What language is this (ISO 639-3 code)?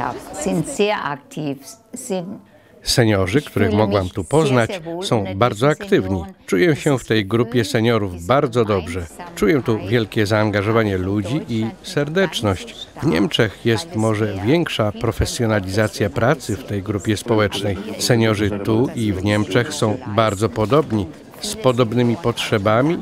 pol